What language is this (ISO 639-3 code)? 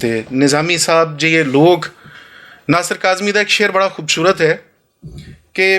lah